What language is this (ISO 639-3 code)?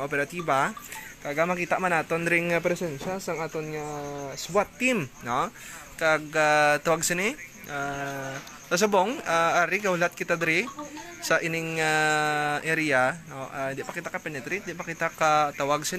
hil